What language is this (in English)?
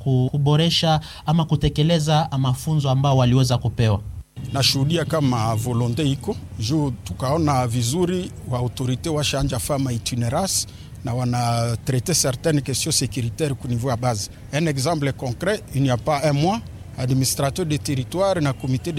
Swahili